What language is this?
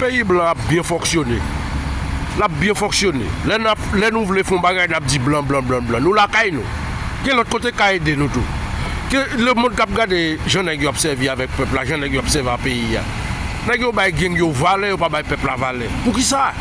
Haitian Creole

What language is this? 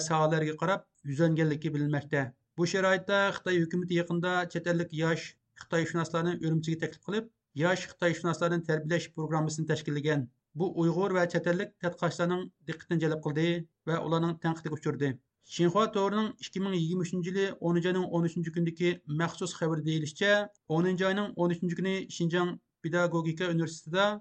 Uyghur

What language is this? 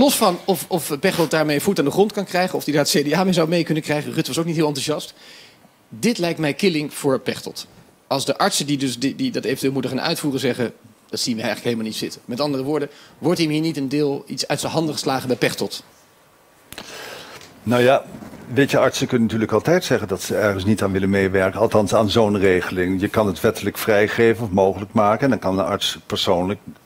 Dutch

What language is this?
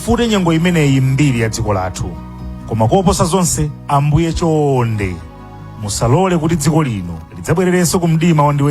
Nyanja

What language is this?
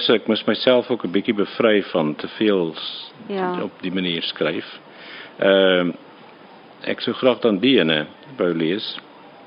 Afrikaans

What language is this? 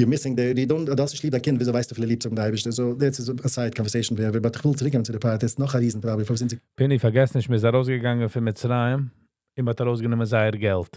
Yiddish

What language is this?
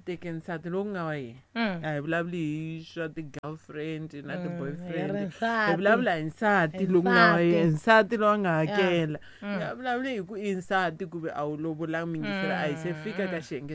Tsonga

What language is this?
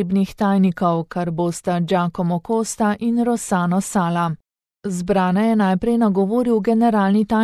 Slovenian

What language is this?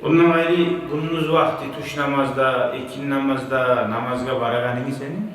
Kumyk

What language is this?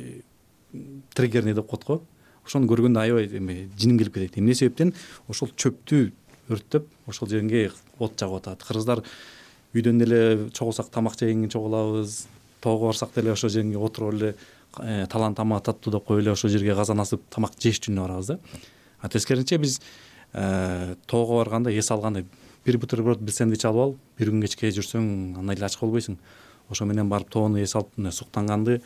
Kyrgyz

